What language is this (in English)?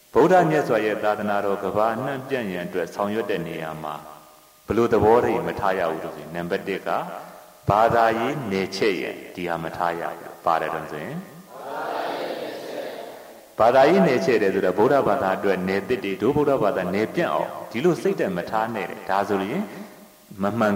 Burmese